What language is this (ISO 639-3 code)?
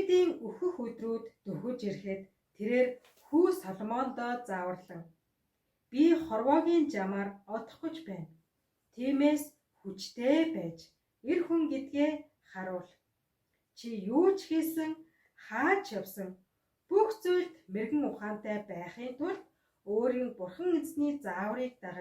mon